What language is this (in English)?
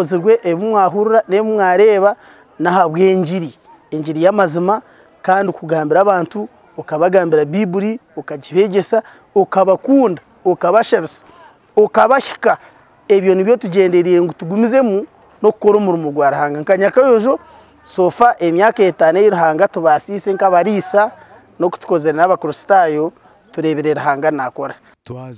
Nyankole